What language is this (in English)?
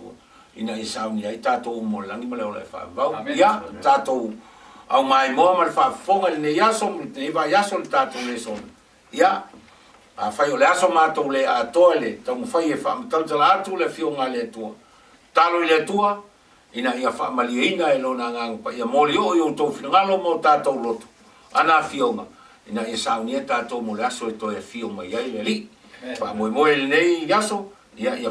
Samoan